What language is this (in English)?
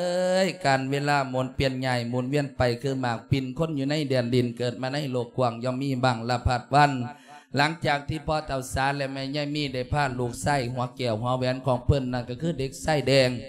Lao